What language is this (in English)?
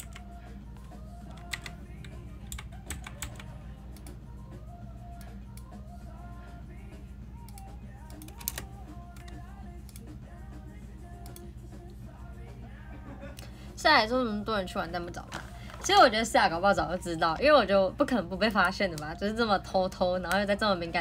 Chinese